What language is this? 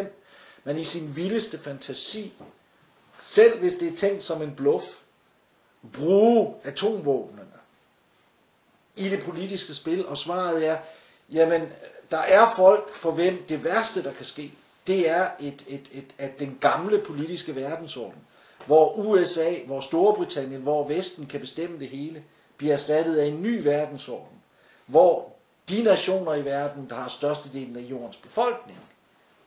Danish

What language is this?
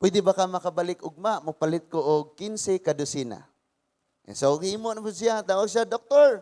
Cebuano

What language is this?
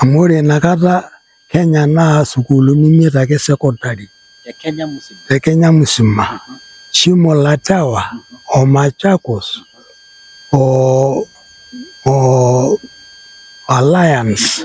Masai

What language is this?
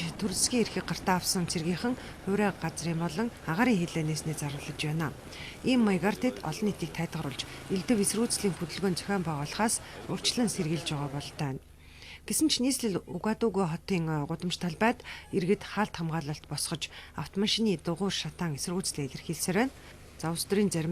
Mongolian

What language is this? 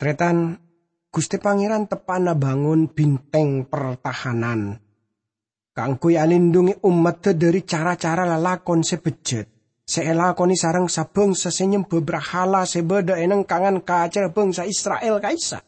Madurese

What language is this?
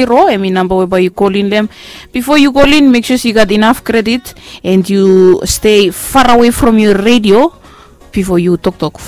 Bislama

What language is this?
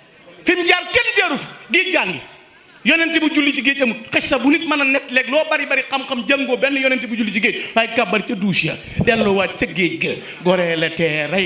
Wolof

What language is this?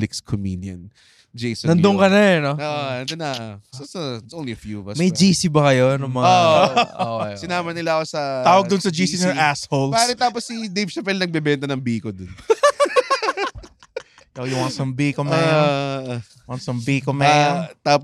Filipino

